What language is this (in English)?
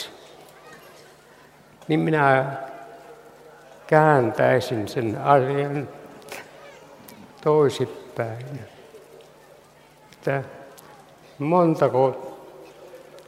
Finnish